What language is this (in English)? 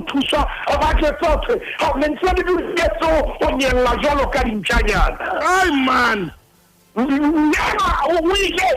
Southern Sotho